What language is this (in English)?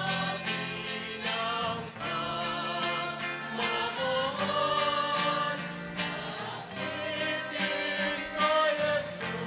Bikol